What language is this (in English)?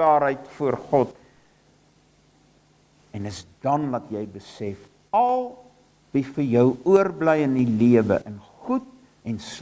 Afrikaans